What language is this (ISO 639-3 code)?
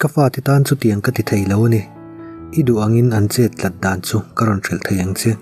lus